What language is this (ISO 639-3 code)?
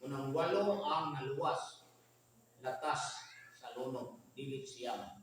ceb